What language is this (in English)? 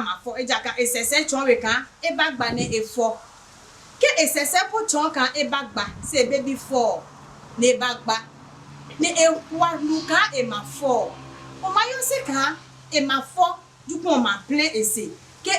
Adangme